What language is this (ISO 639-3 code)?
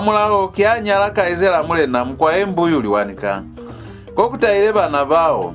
loz